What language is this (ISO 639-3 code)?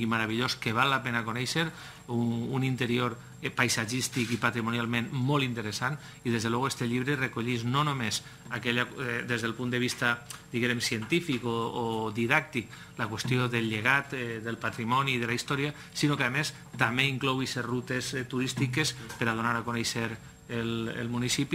cat